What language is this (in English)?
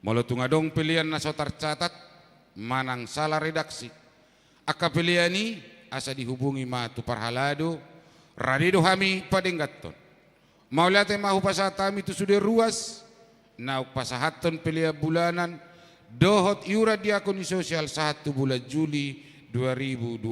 Batak Toba